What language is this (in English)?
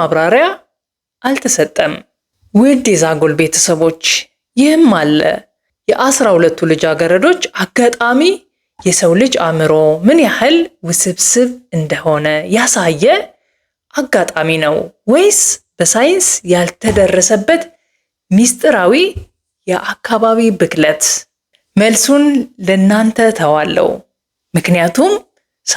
Amharic